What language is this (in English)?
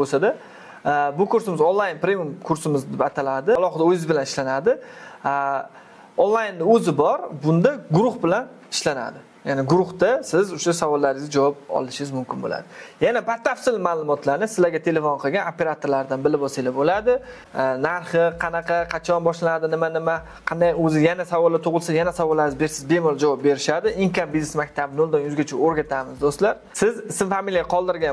Uzbek